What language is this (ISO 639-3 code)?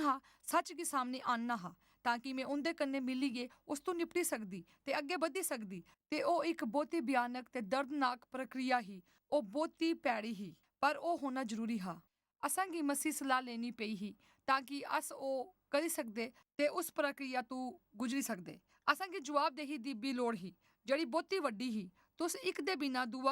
doi